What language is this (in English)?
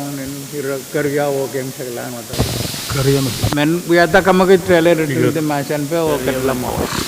Pohnpeian